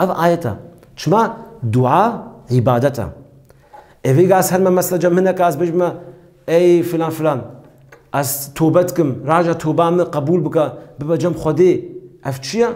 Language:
Kurdish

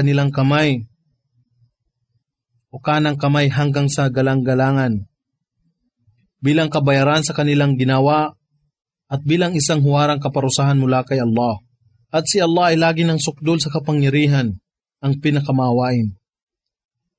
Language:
Filipino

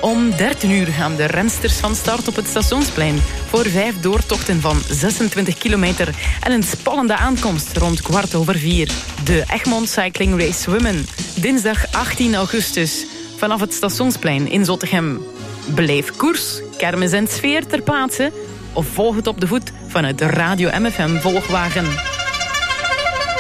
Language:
Dutch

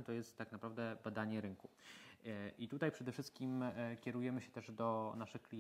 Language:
Polish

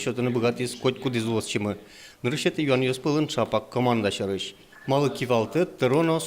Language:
Udmurt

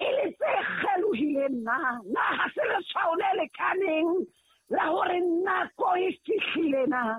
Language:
Southern Sotho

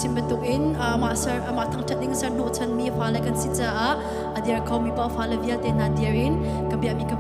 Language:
Hakha Chin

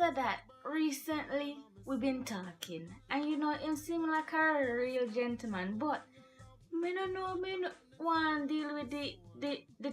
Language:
Jamaican Creole English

